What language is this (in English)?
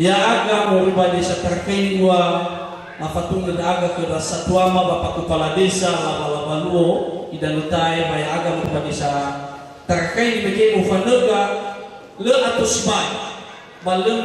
Nias